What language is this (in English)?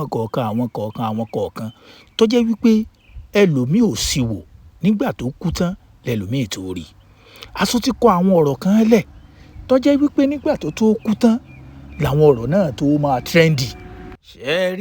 Yoruba